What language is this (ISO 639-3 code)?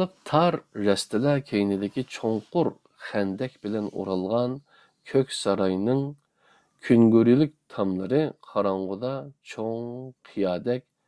uig